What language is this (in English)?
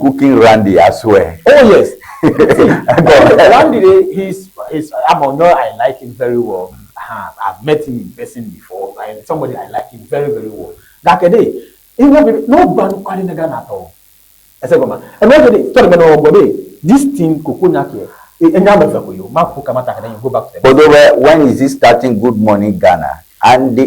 Ewe